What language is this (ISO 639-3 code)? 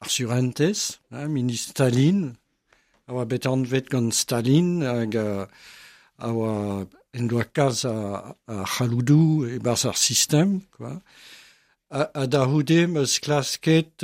bre